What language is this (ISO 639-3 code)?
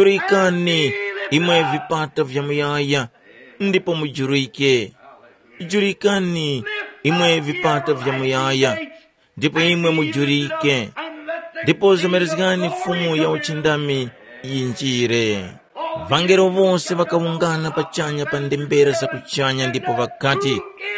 tum